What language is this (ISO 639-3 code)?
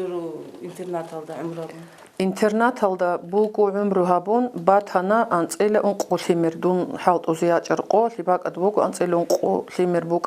ava